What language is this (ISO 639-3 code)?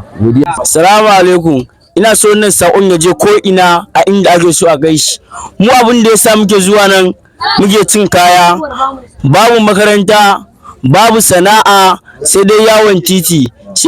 hau